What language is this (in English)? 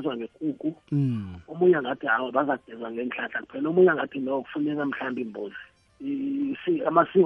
South Ndebele